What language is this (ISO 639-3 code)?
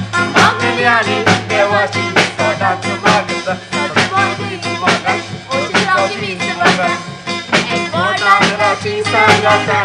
kok